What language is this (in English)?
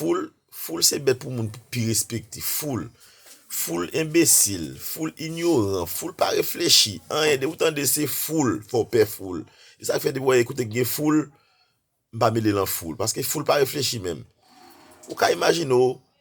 Haitian Creole